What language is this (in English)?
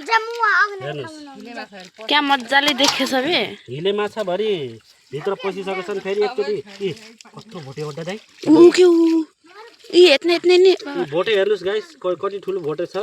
Nepali